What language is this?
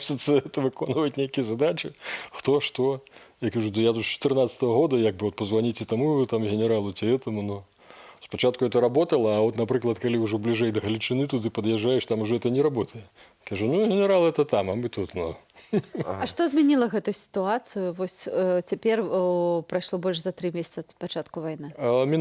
Belarusian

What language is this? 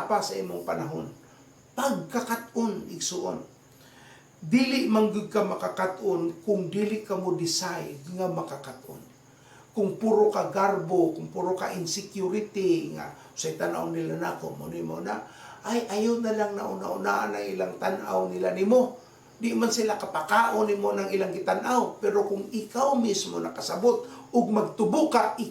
Cebuano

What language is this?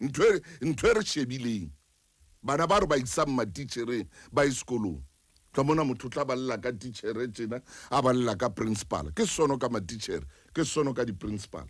Southern Sotho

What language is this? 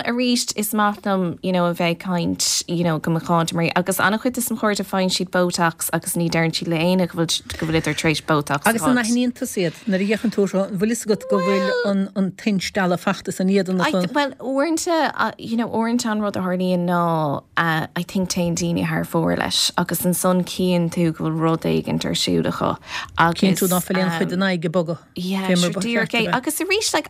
Irish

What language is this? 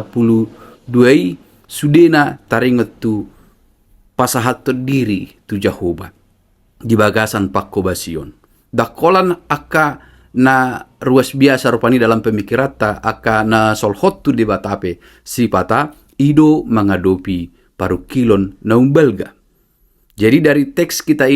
Batak Toba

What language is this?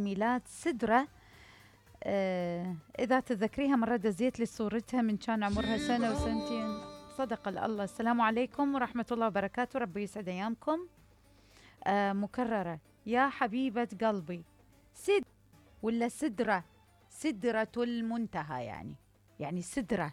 Mesopotamian Arabic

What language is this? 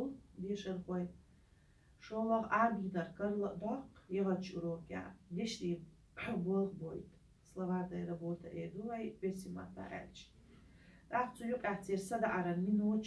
Chechen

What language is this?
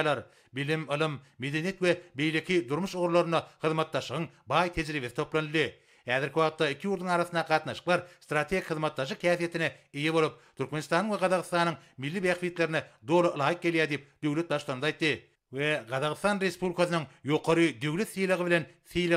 Turkmen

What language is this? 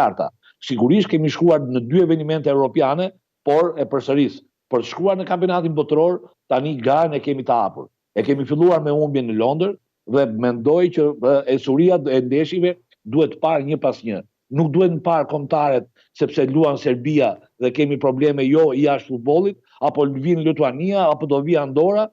Albanian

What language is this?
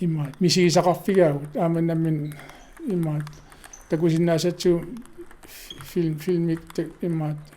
Kalaallisut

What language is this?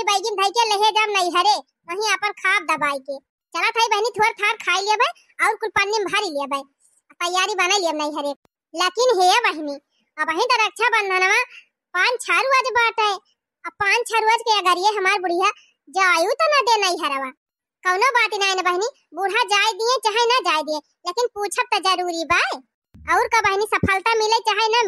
Awadhi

